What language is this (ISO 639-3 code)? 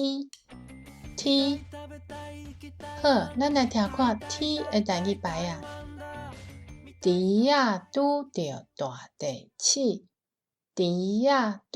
nan